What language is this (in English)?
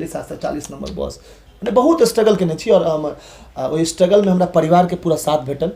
Maithili